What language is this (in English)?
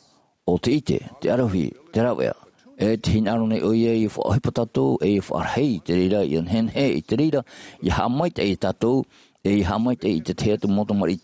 Tahitian